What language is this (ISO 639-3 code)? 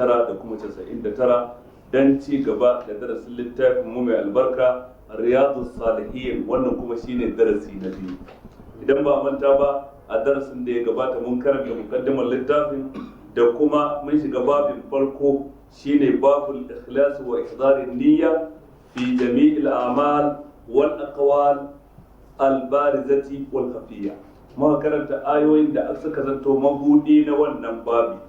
hau